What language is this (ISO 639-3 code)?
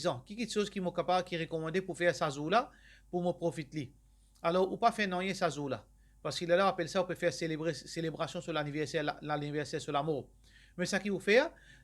mfe